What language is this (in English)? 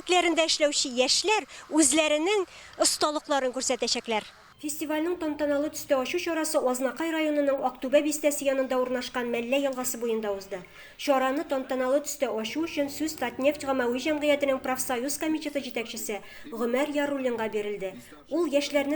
Tatar